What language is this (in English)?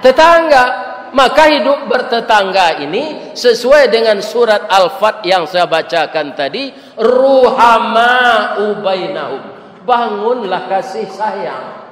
Minangkabau